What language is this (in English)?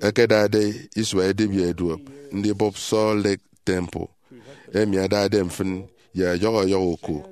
Efik